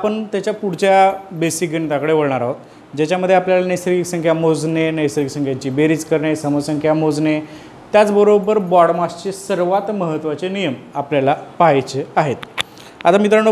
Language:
Marathi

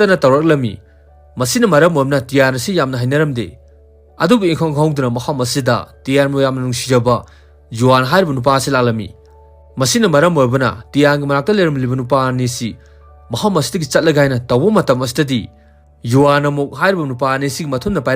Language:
Manipuri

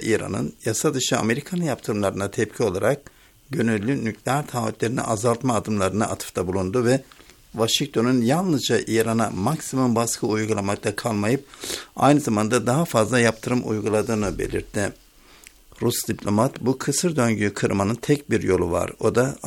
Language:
Turkish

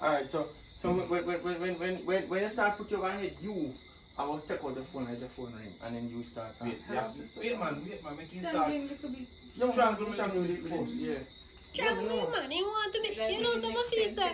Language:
Jamaican Creole English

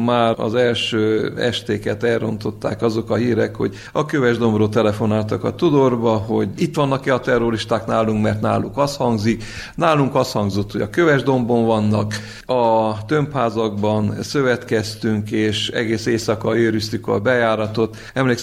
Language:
Hungarian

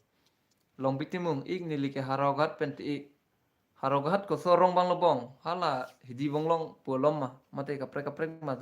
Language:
Karbi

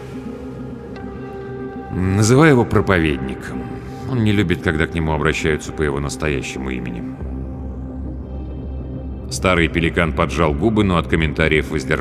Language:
Russian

